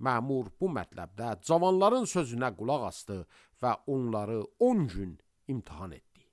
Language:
Azerbaijani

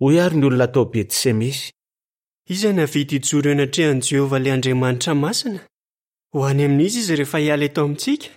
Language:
Malagasy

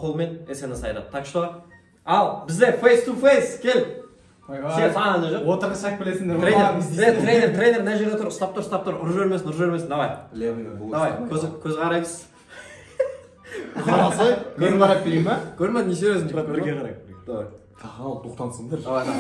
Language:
Kazakh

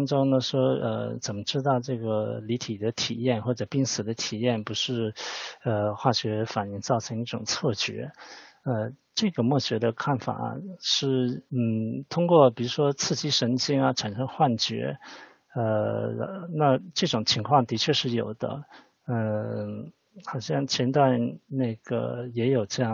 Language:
Chinese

